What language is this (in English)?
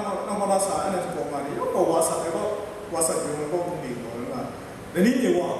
Kachin